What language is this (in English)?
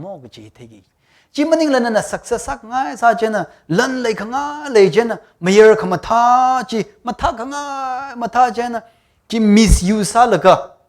Tangkhul Naga (India)